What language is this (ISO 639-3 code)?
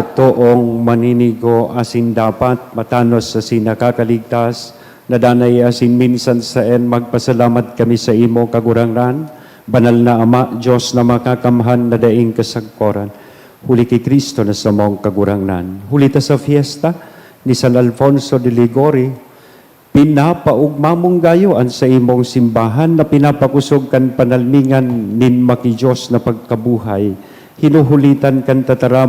bik